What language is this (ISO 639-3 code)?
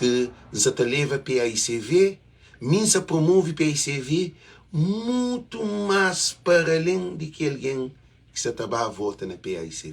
kea